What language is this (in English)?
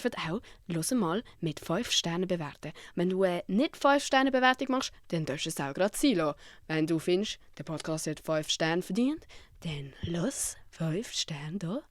Swiss German